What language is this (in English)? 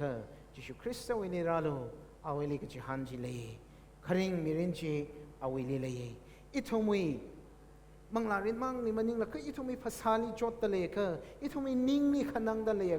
Tangkhul Naga (India)